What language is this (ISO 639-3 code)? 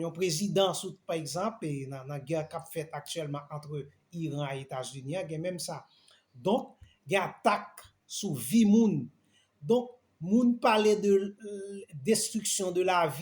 hat